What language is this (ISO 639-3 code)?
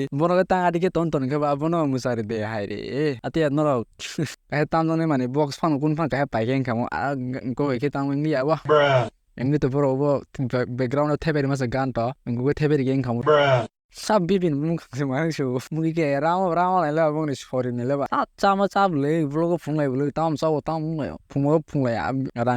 trp